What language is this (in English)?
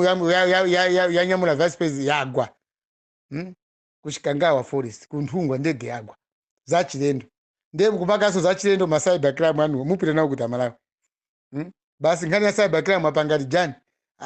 Nyanja